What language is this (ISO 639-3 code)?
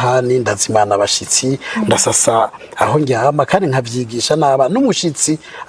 run